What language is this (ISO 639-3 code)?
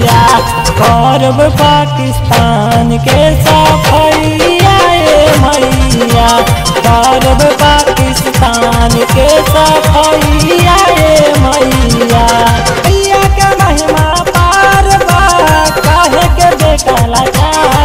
bho